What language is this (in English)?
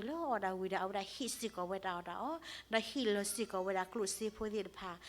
S'gaw Karen